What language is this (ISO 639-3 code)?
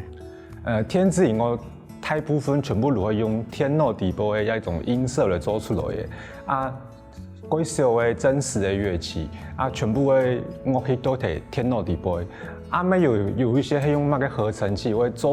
hak